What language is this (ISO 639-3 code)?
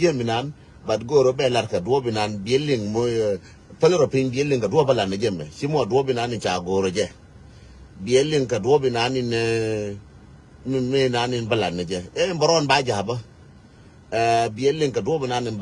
nus